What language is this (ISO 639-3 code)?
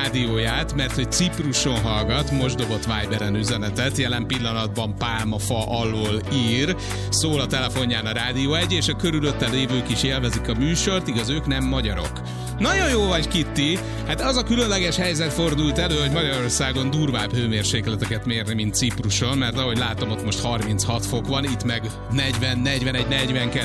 hun